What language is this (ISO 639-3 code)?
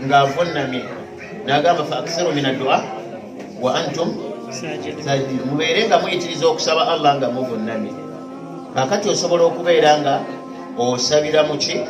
lug